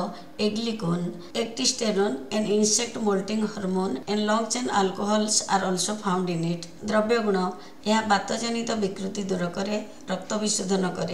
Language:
Odia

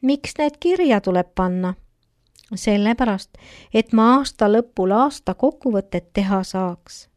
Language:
Estonian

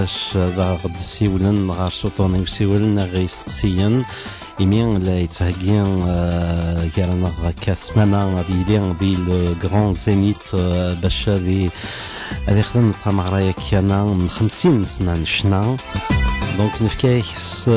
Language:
Kabyle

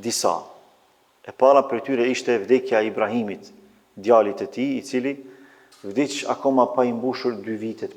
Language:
Albanian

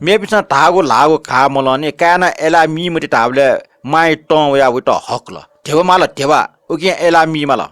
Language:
Newari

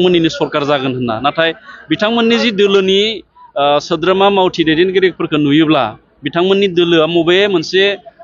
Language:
Bodo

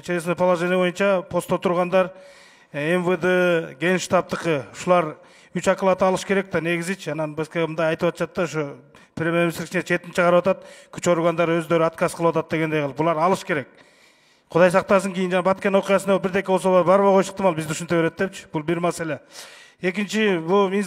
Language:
Kyrgyz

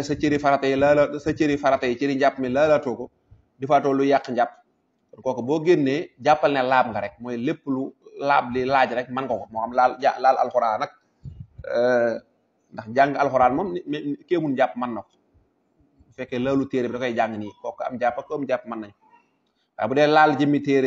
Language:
Wolof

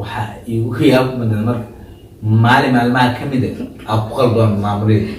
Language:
Somali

